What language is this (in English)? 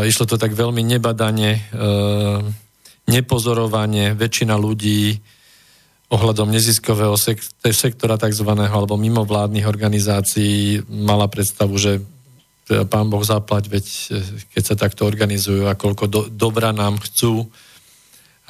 Slovak